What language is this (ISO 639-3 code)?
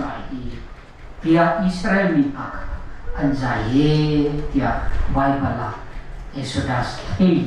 cnh